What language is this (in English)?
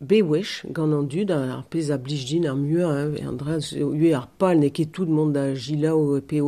Breton